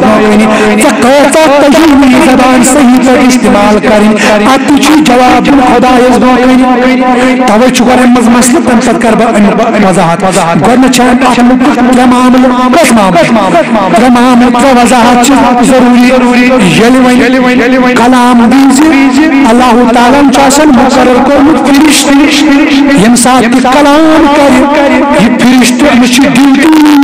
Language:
Kashmiri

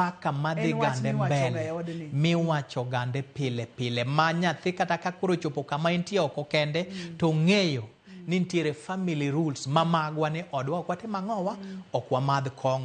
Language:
Luo (Kenya and Tanzania)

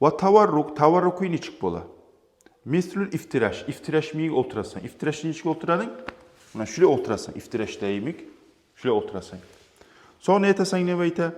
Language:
Kumyk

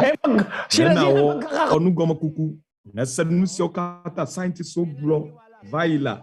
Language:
Ewe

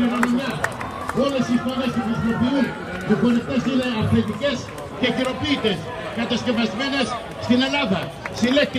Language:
Greek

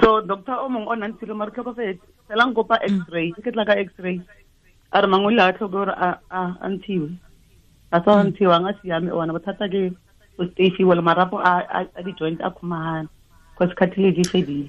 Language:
Tswana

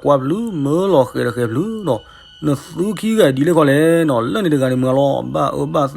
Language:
S'gaw Karen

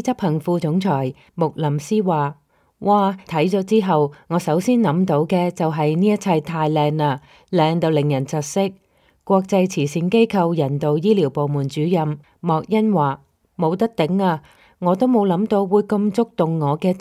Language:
Cantonese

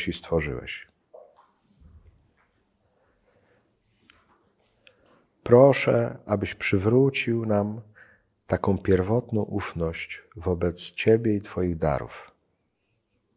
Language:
Polish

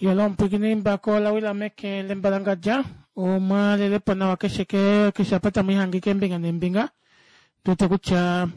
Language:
Kuanyama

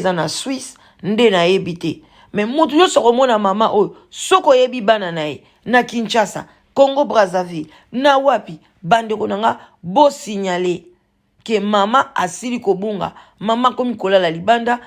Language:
Lingala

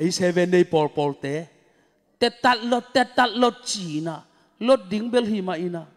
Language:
Tedim Chin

